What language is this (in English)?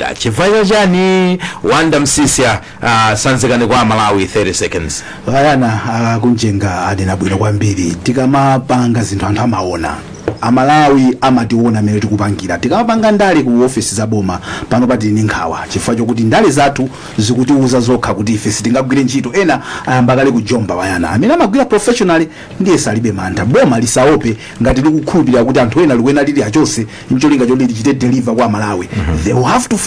Nyanja